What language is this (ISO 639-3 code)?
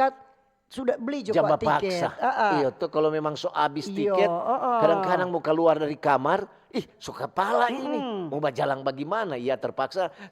xmm